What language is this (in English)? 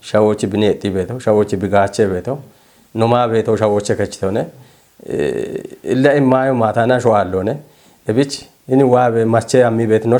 Kafa